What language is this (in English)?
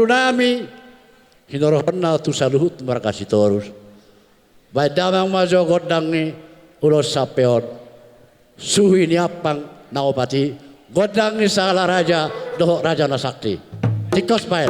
Batak Toba